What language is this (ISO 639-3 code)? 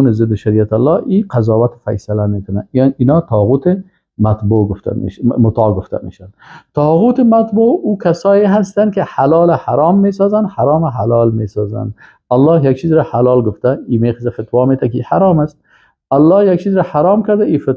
fas